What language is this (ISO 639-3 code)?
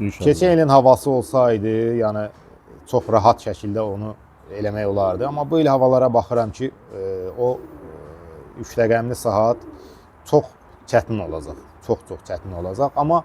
aze